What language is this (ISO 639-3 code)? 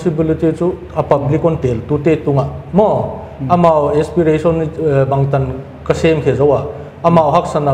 pck